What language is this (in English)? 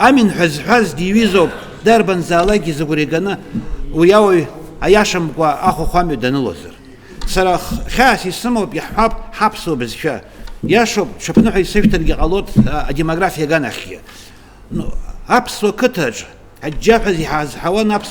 Abkhazian